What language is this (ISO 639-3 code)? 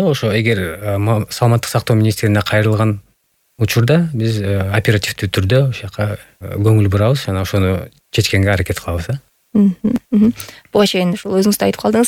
kir